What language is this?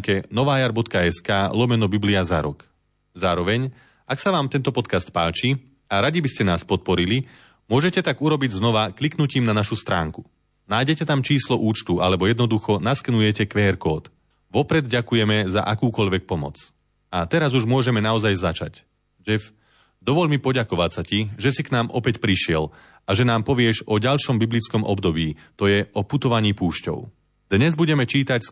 Slovak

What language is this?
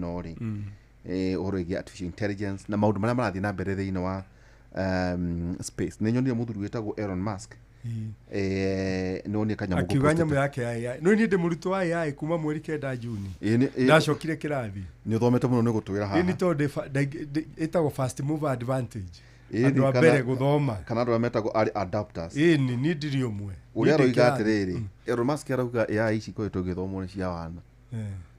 Kikuyu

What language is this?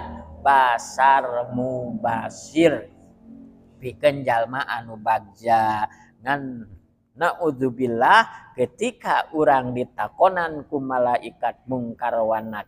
Sundanese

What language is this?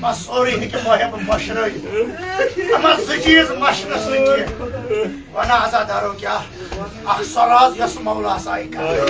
Kashmiri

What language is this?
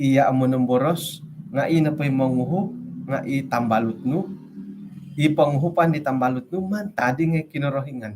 Central Dusun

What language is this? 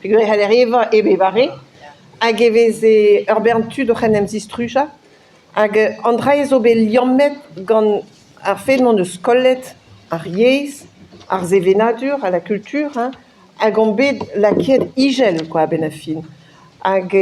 Breton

